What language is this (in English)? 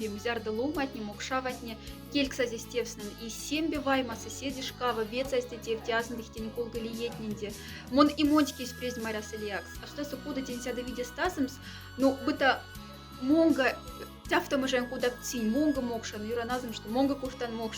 Moksha